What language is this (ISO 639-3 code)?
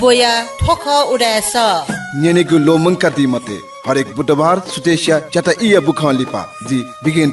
new